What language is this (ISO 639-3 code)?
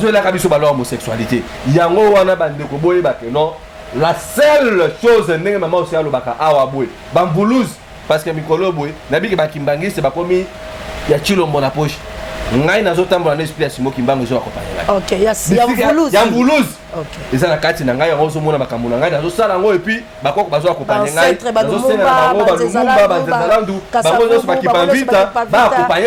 lin